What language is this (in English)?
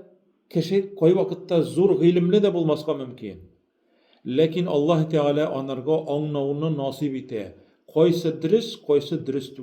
Tatar